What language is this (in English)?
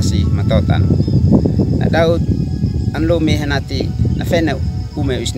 Uab Meto